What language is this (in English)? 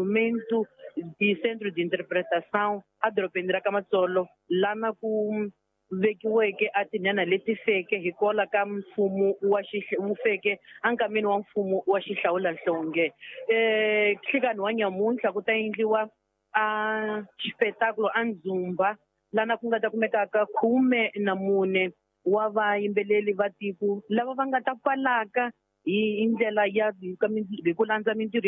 Tsonga